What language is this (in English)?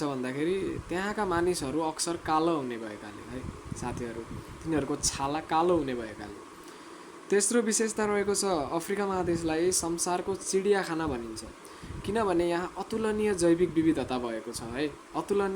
Nepali